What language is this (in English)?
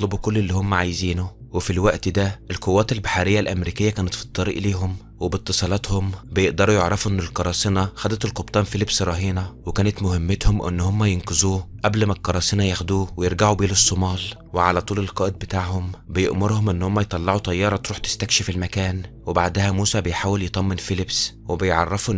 Egyptian Arabic